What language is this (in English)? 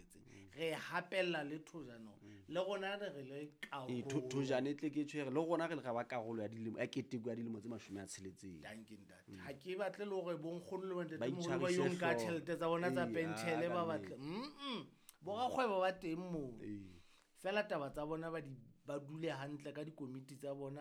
Southern Sotho